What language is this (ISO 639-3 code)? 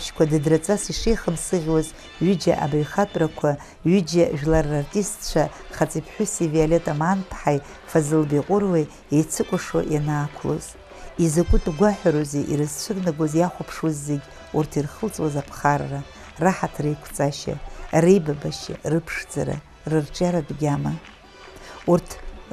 abk